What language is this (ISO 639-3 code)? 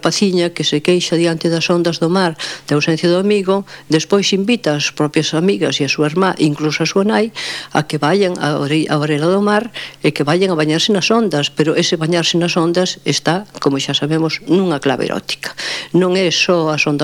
glg